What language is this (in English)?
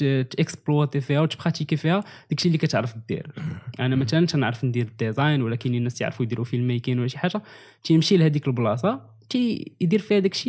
Moroccan Arabic